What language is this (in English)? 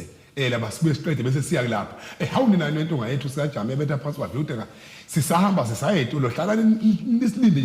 Zulu